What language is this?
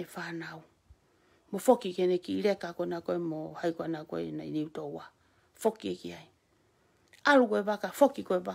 Tongan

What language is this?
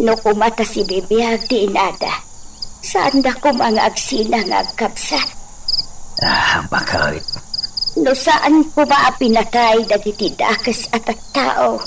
Iloko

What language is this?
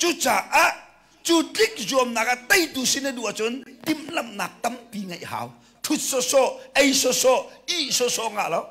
Hakha Chin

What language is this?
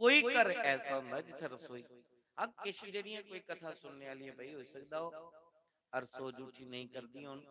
Dogri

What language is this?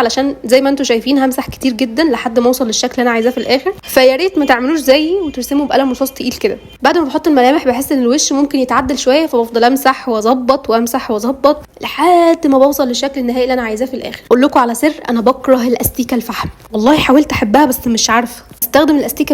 Egyptian Arabic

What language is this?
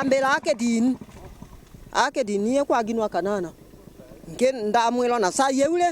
Meru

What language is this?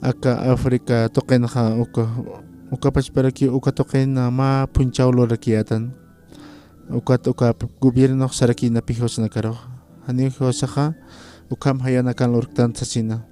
Aymara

